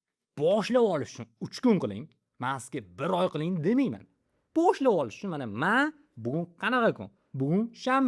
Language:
Uzbek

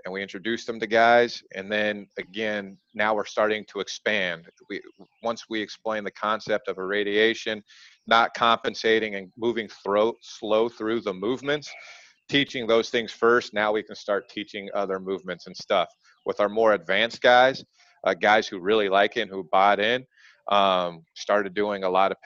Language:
English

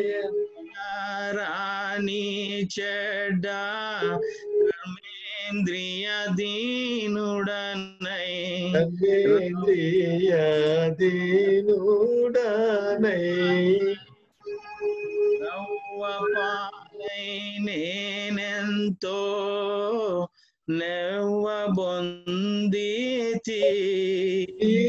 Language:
Telugu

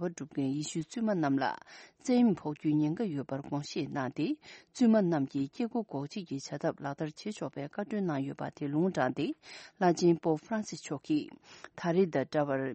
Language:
Tibetan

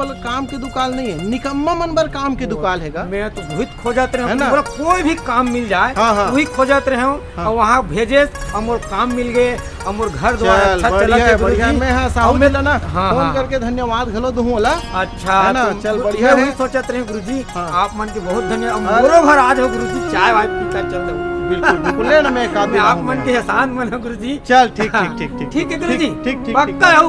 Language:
Chhattisgarhi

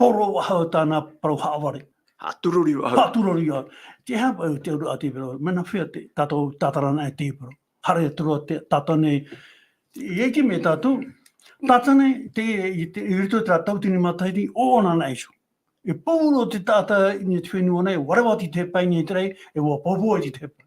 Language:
Tahitian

